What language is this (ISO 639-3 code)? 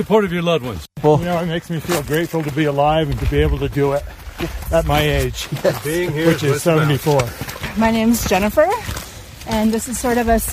eng